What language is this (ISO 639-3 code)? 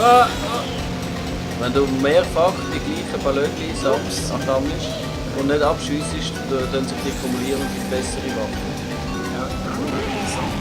gsw